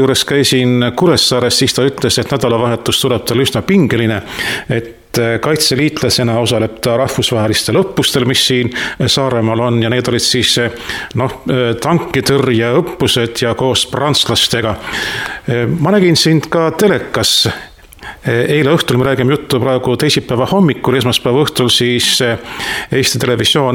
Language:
Estonian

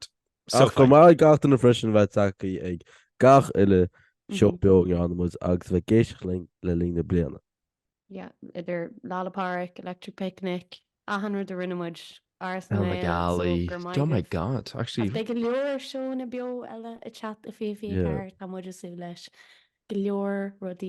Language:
Irish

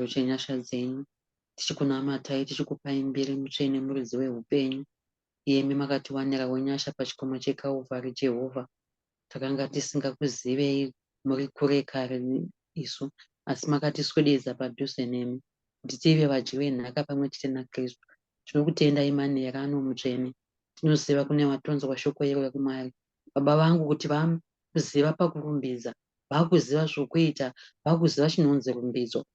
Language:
Shona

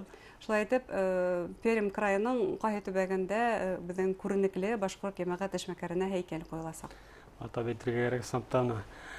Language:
Bashkir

